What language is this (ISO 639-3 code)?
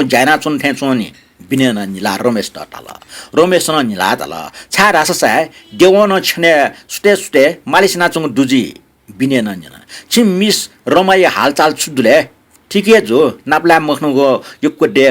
new